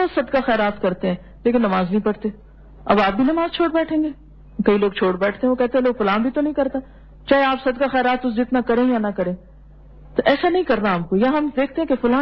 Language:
Urdu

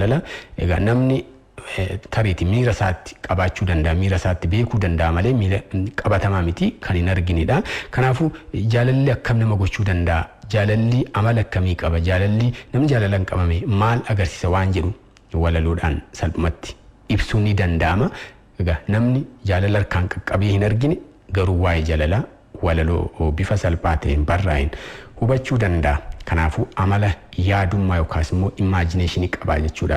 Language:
Oromo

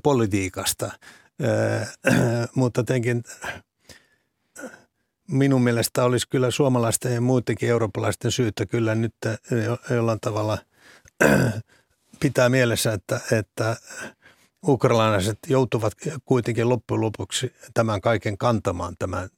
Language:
Finnish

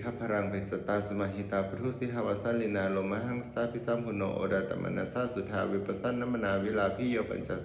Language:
Pali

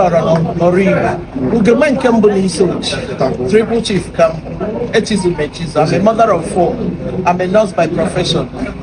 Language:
Igbo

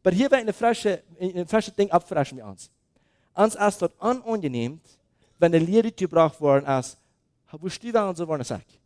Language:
Plautdietsch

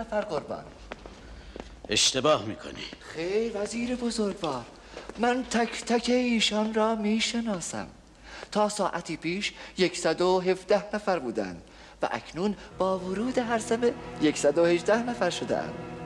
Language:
Persian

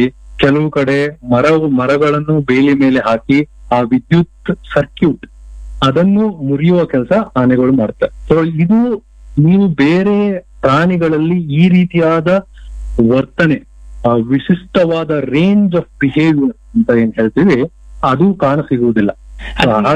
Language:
Kannada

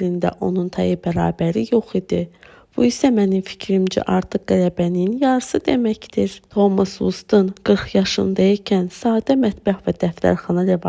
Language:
Azerbaijani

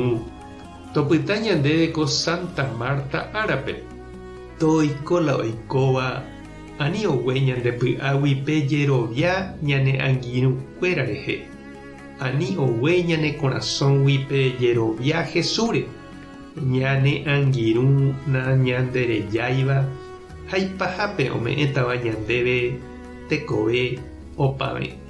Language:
Guarani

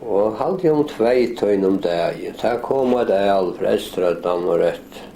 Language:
Faroese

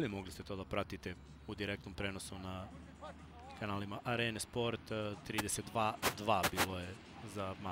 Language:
Serbian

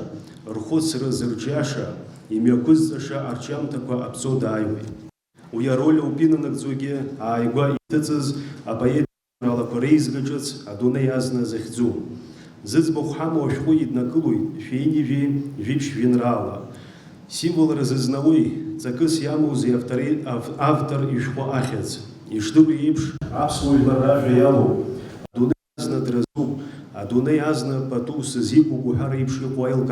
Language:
Abkhazian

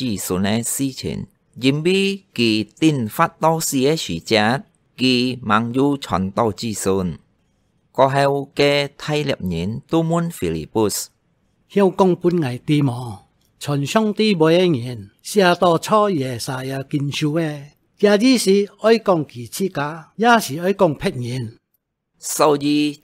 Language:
Hakka Chinese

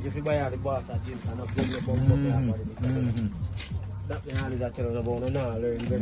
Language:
Jamaican Creole English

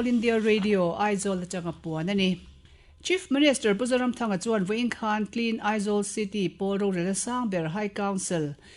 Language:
Mizo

